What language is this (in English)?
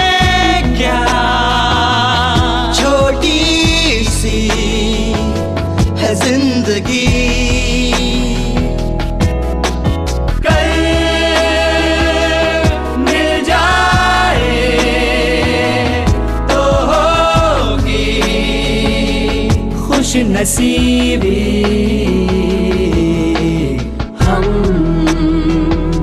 Hindi